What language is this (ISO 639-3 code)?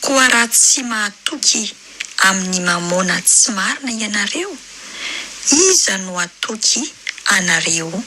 mlg